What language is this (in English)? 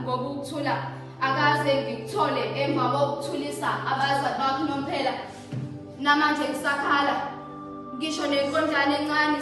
Zulu